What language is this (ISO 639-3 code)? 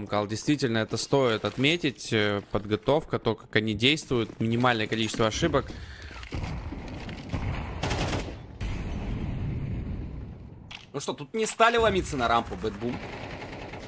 rus